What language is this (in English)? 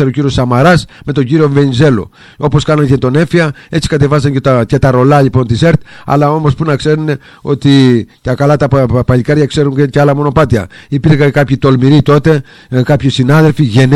Greek